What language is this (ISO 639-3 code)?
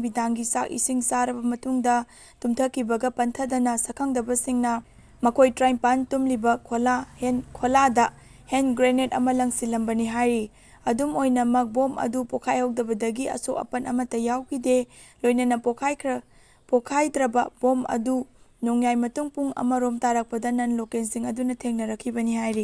mni